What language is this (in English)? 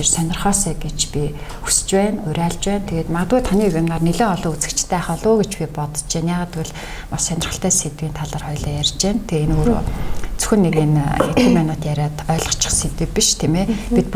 Mongolian